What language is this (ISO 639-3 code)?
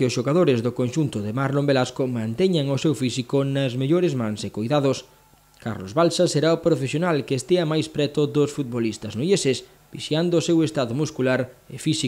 glg